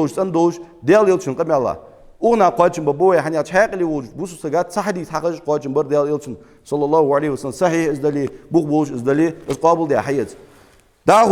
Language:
Ingush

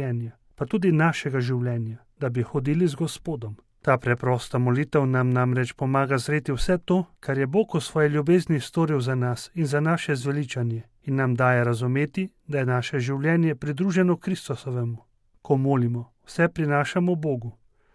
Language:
Slovenian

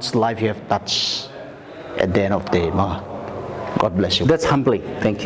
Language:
Paite Chin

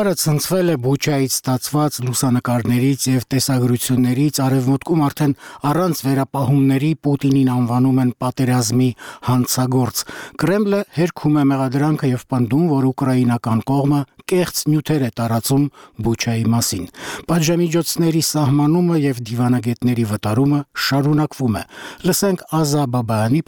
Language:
Armenian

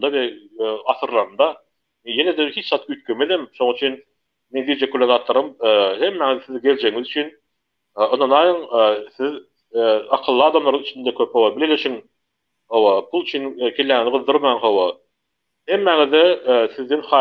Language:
Turkmen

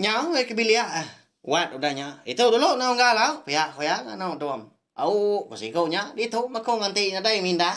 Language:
Iban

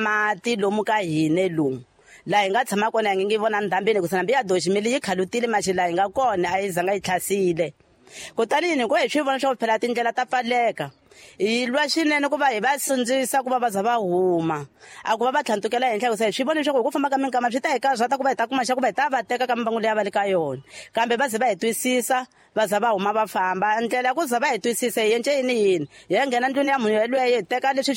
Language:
Tsonga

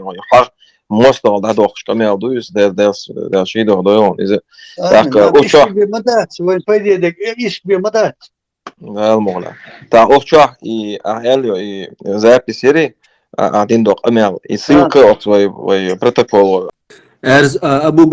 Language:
Chechen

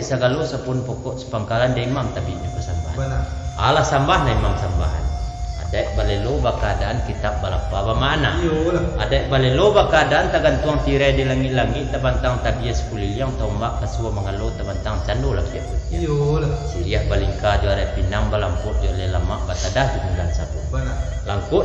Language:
Minangkabau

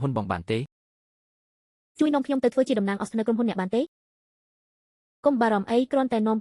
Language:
Khmer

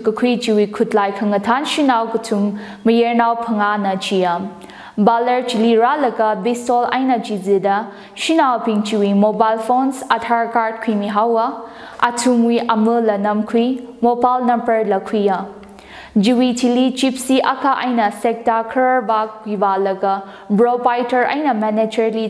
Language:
Tangkhul Naga (India)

